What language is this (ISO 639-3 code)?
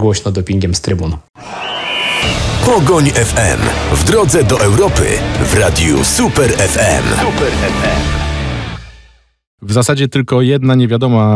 pol